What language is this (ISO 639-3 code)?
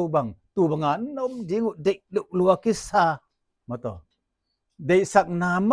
ctd